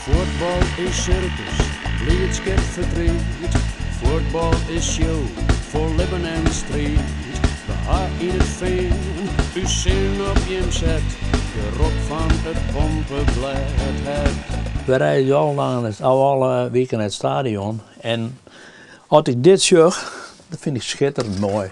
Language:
Western Frisian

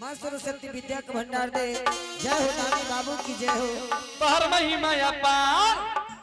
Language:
Angika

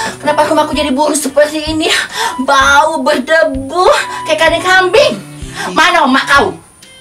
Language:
Musi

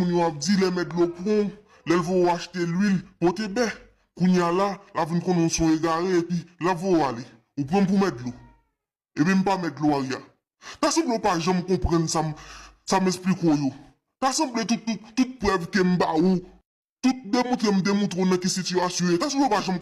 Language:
Haitian Creole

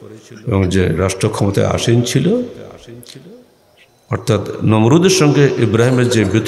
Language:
Bangla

